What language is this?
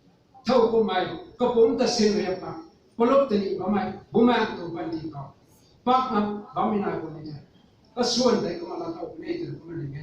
Rongmei Naga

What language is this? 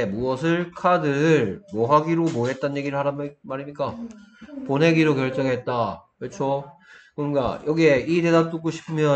Korean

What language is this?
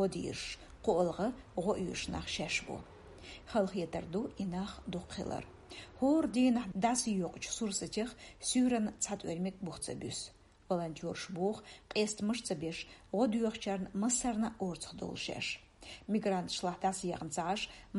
Chechen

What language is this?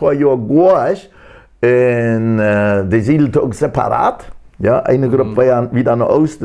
Plautdietsch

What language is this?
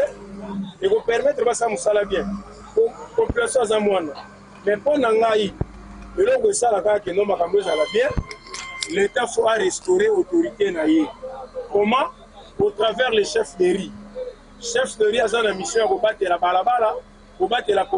Lingala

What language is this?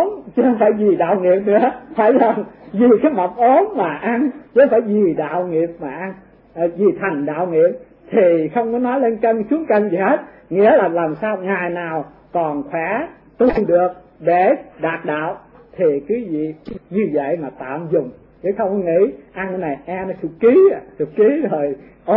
Vietnamese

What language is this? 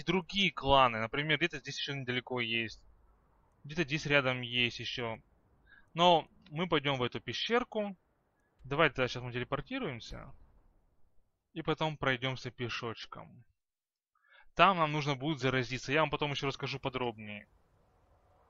Russian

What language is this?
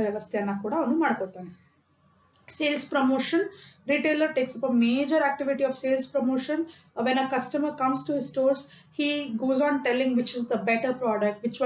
Kannada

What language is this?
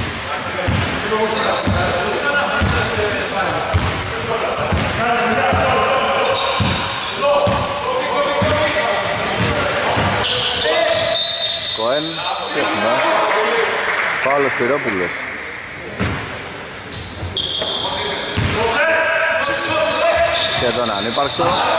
Greek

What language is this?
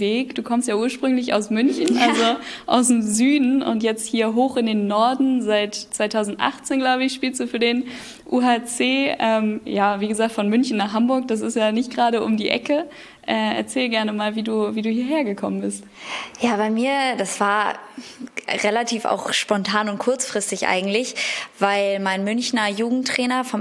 German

